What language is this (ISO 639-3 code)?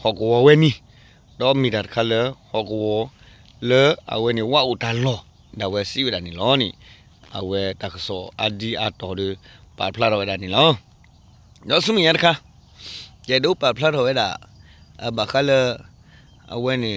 ksw